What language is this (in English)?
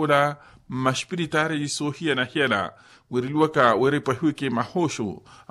Makhuwa